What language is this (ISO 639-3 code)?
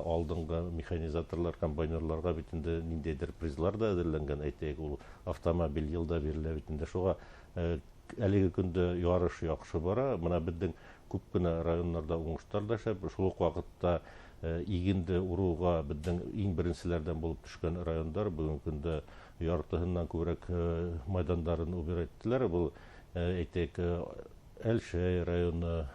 bak